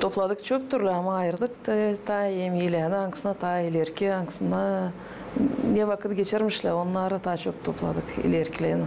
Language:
Gagauz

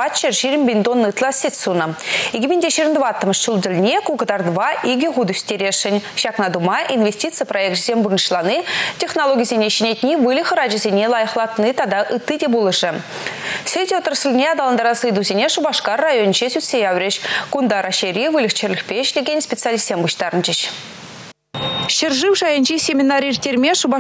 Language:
Chuvash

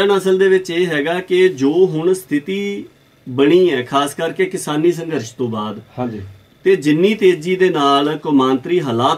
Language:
Punjabi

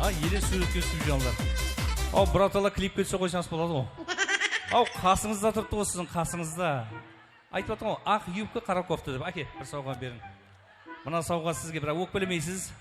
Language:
Kara-Kalpak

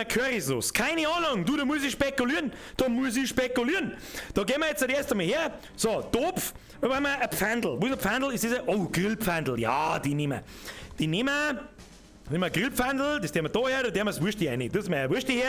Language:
Bavarian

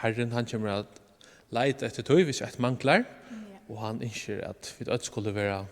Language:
Faroese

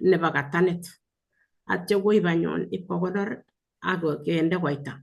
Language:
Kalenjin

